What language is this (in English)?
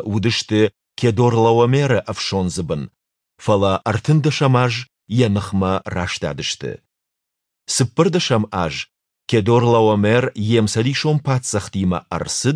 Ossetic